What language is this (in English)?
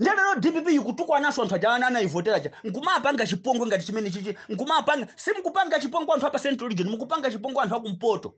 Nyanja